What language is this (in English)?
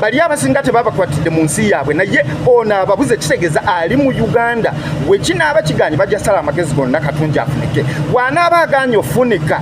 Ganda